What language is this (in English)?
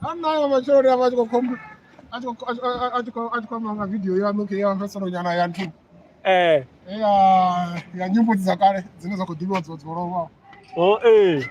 Venda